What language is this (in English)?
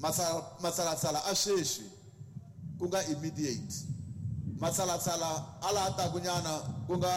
Tsonga